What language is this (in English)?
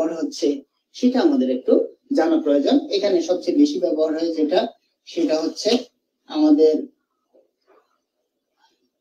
Bangla